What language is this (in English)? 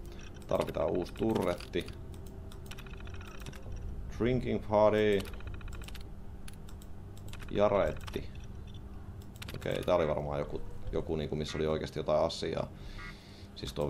Finnish